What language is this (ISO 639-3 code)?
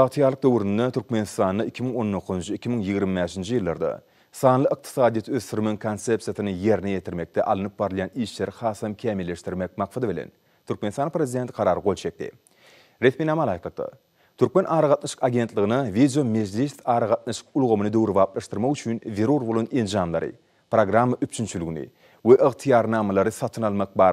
tuk